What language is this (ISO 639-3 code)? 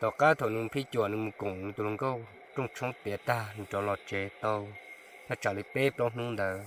hmn